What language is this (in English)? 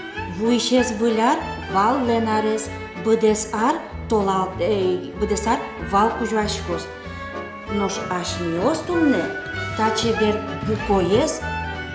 Udmurt